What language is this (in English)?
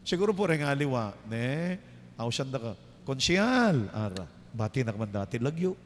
Pampanga